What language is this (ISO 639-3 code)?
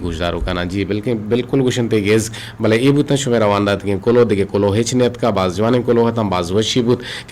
bgp